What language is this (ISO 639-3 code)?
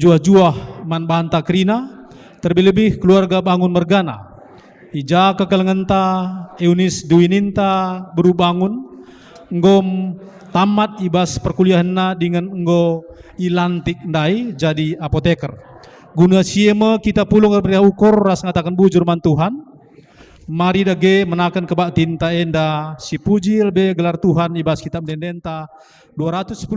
btx